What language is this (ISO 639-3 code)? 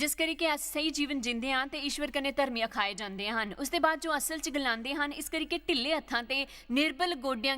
doi